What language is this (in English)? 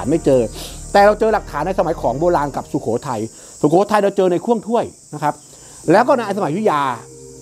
Thai